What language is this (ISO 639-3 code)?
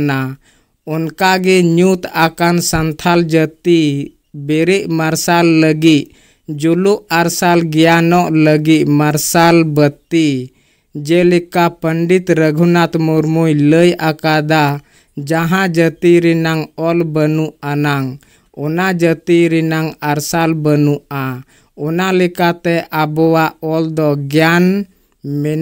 sat